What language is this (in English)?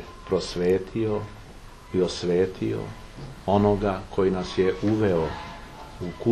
Serbian